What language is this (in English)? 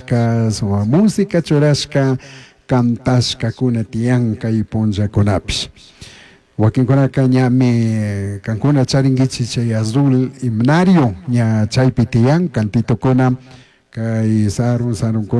Chimborazo Highland Quichua